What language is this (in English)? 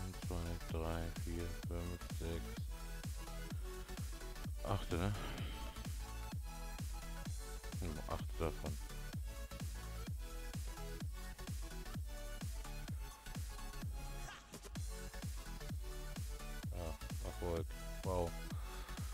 German